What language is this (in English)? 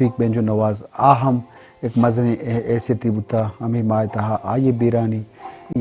Eastern Balochi